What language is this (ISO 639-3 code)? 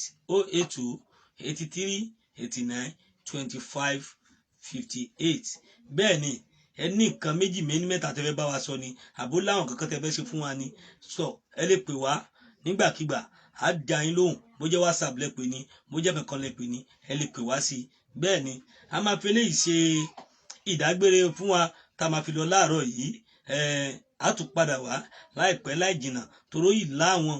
yor